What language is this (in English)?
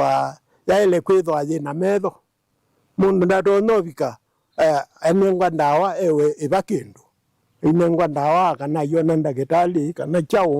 Kamba